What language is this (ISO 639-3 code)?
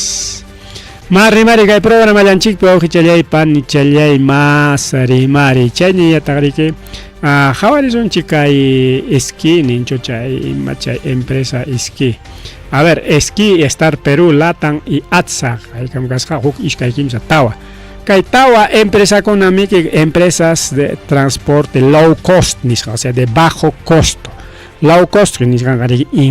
quy